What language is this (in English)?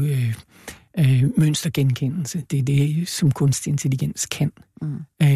Danish